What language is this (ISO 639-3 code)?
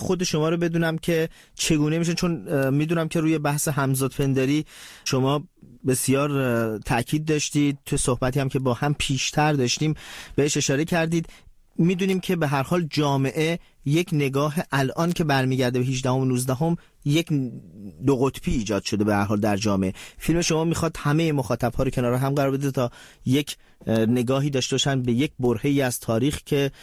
fas